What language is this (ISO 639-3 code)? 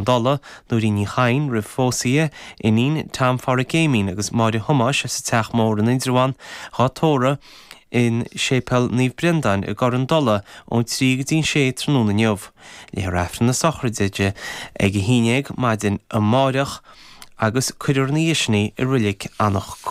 gle